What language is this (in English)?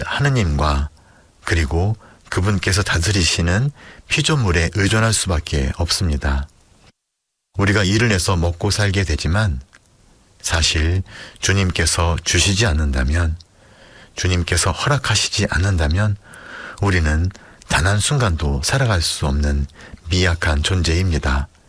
Korean